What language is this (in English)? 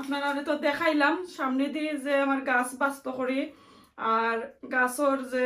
Sylheti